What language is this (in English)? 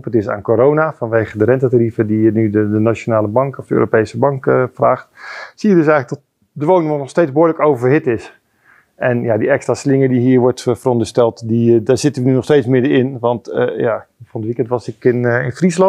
Dutch